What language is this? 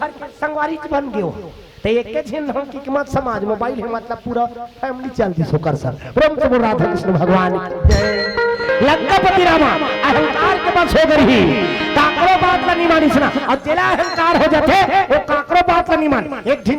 Chhattisgarhi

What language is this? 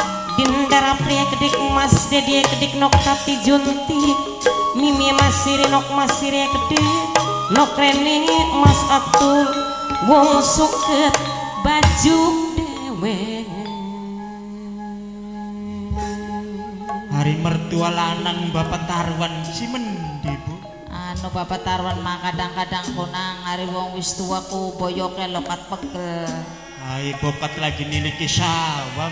Javanese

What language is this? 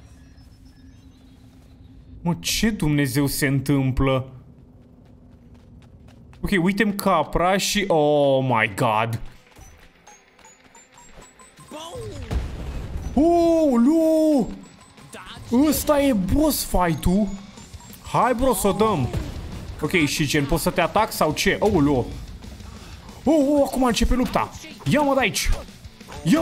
Romanian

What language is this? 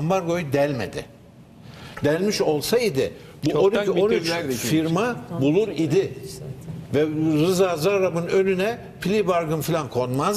Turkish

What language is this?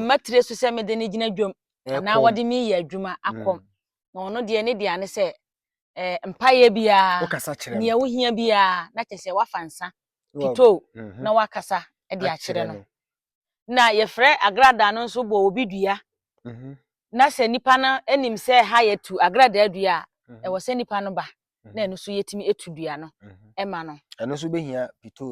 Akan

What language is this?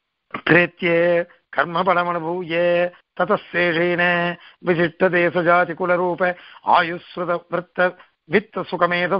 Tamil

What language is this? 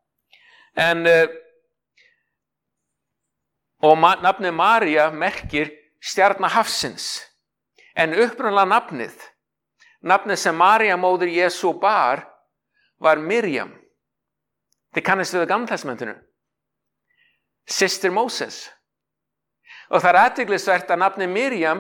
Icelandic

